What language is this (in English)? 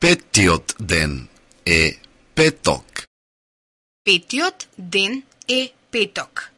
Macedonian